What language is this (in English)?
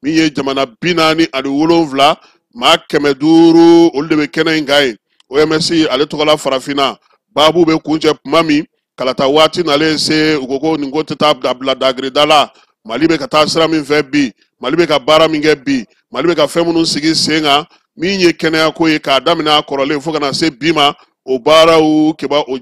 Bambara